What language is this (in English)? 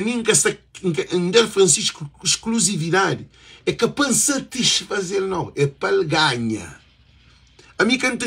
Kabuverdianu